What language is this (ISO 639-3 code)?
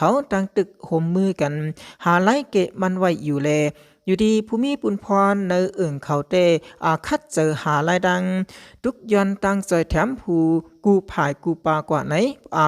shn